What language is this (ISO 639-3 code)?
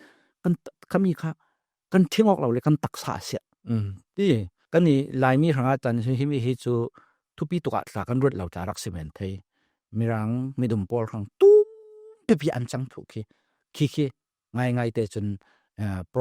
cfm